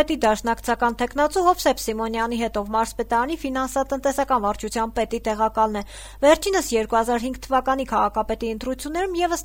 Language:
Armenian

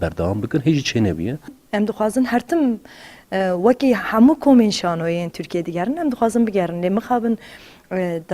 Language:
Kurdish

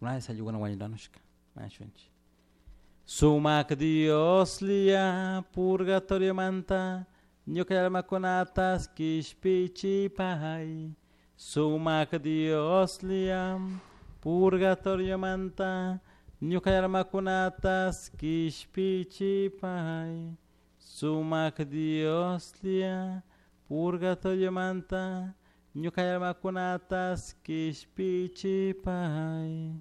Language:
Chimborazo Highland Quichua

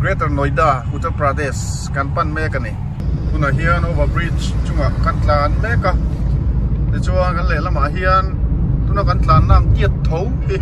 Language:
Mizo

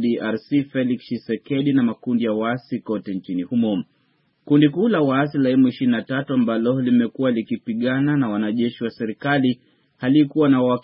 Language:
Swahili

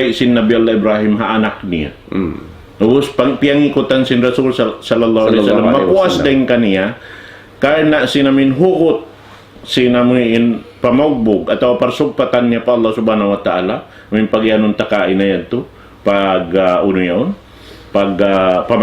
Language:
Tausug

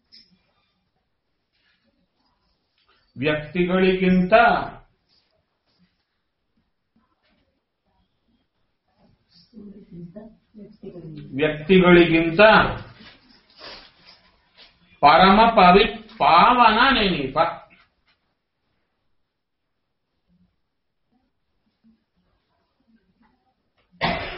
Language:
Kannada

